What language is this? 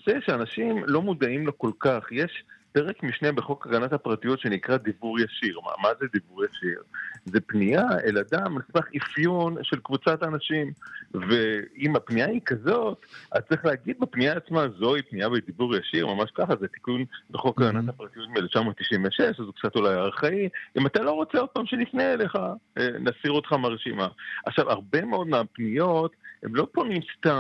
Hebrew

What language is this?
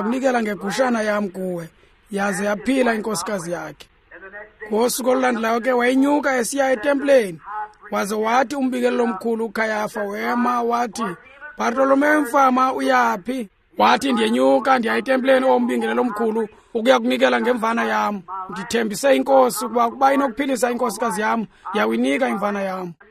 Xhosa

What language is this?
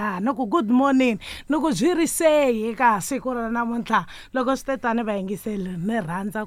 Tsonga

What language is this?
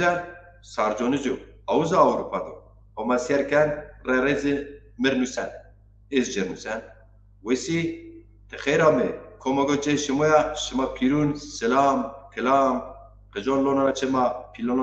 Zaza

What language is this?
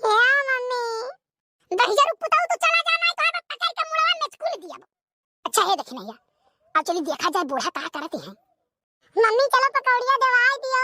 Awadhi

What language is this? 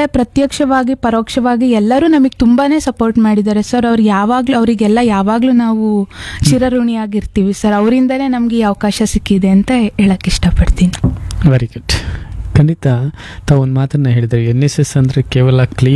Kannada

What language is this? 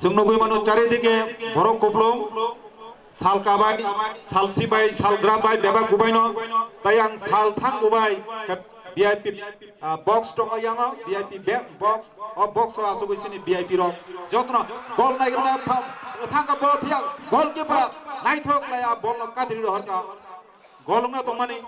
Kok Borok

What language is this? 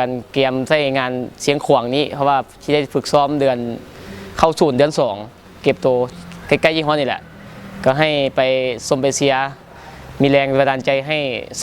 Lao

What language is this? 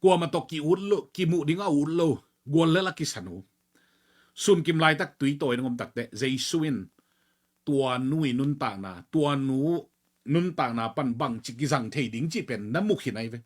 Tedim Chin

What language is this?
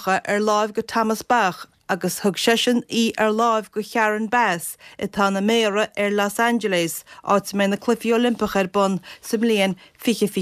Irish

